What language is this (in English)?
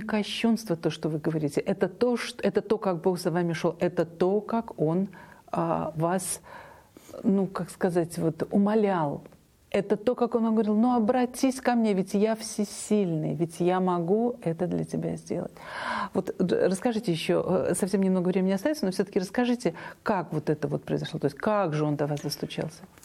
Russian